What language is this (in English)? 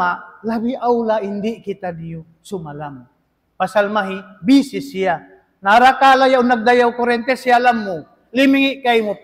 Tausug